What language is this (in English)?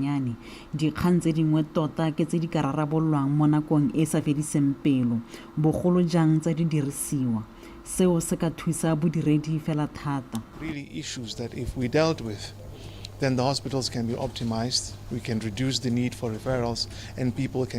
Tswana